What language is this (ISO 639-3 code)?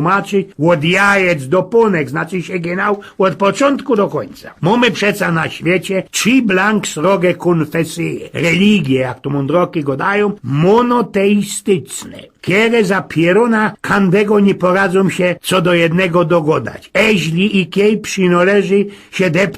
szl